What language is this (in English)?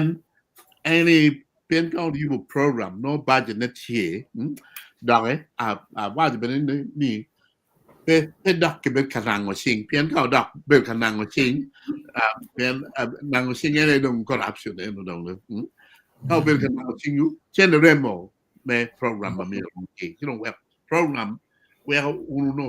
Acoli